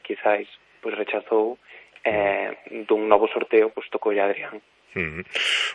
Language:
Galician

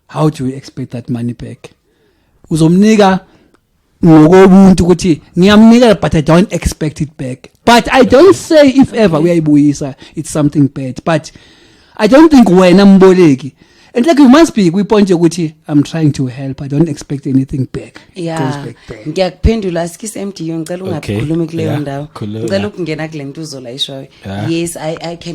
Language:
Zulu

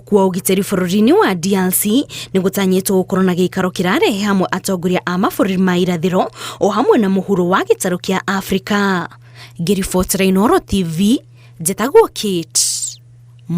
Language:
Kikuyu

